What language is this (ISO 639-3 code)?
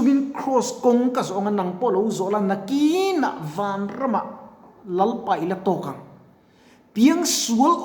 lus